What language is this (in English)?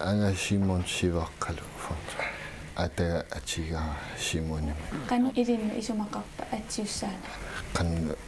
Kalaallisut